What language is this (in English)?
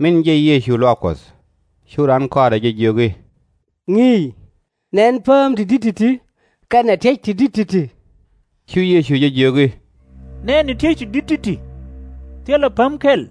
Nuer